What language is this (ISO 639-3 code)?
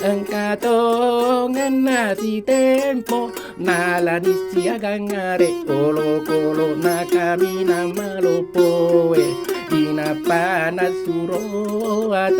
bug